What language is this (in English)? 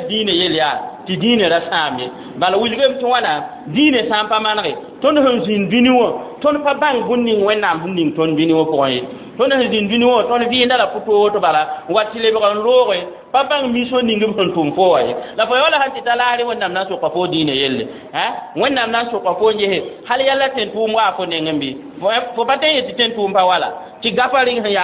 Mossi